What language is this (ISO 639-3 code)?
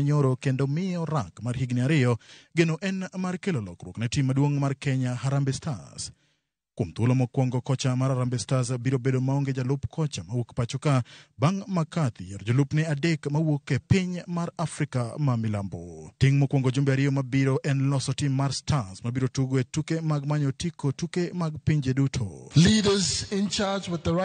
luo